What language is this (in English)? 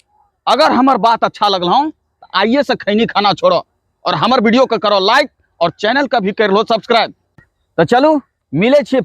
Angika